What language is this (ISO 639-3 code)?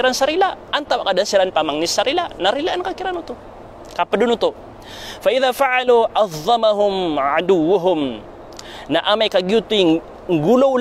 mrw